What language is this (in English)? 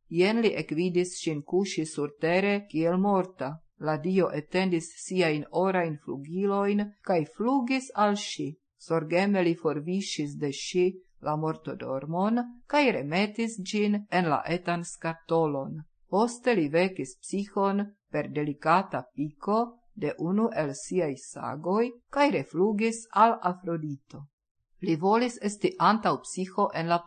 Esperanto